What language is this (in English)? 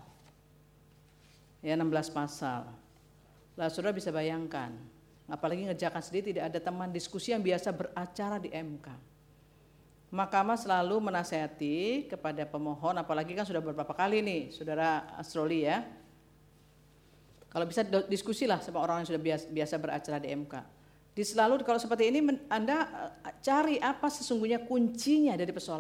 Indonesian